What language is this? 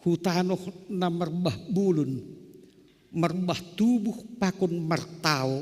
Batak Simalungun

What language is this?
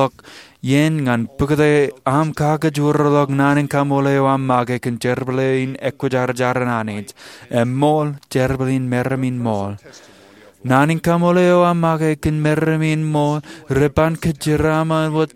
Marshallese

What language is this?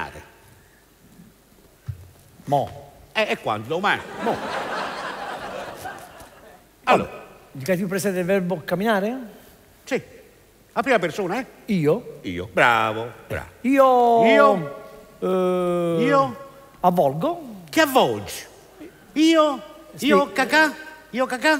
Italian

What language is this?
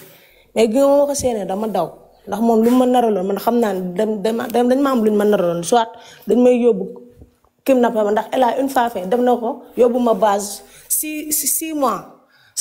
Wolof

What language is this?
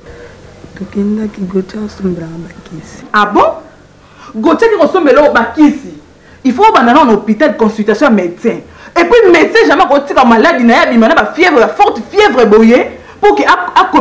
Lingala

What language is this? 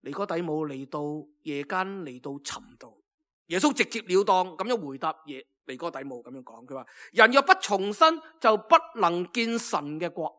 Cantonese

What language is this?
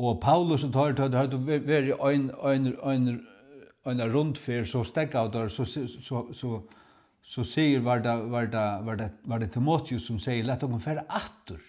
Faroese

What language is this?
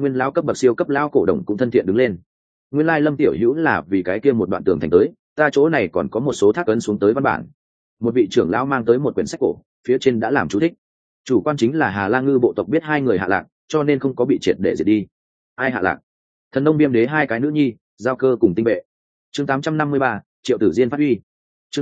Vietnamese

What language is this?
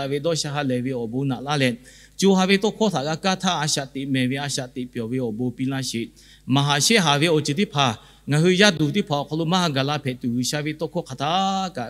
Lahu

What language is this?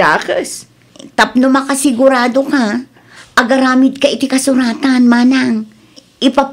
Iloko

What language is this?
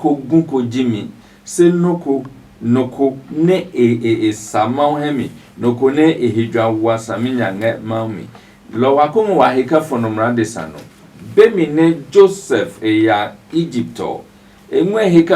Adangme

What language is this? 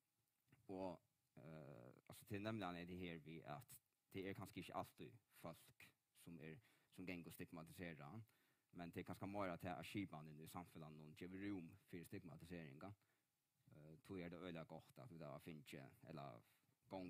Faroese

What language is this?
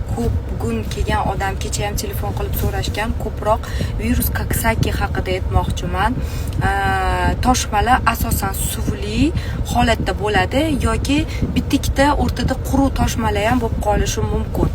Uzbek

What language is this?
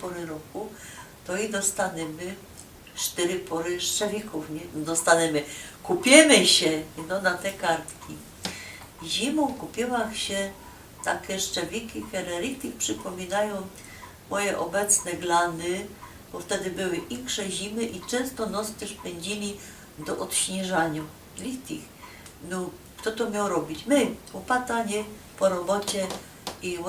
Silesian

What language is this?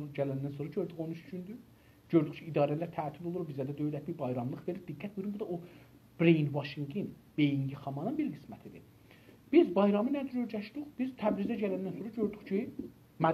South Azerbaijani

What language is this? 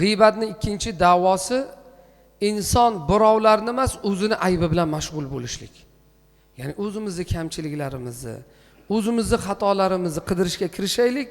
Uzbek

